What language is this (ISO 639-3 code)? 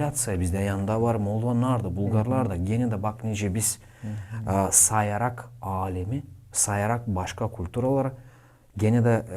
gag